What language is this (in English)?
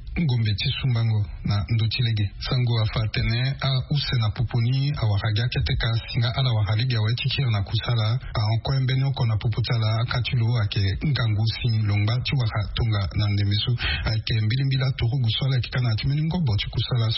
Sango